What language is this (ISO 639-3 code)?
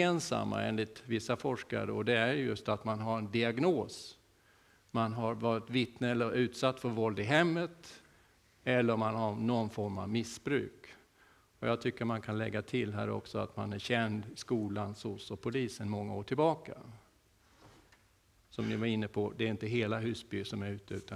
swe